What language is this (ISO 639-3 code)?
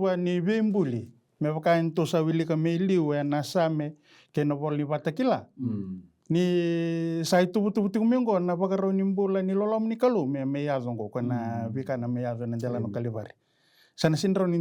fij